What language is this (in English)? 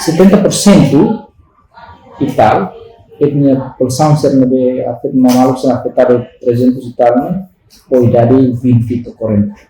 Tetum